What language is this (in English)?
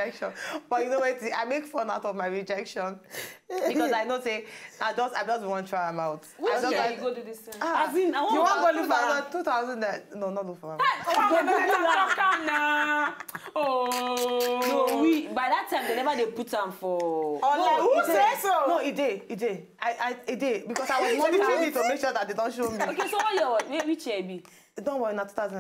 Nigerian Pidgin